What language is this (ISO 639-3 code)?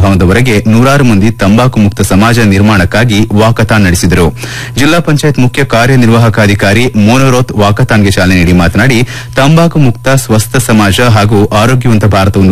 kan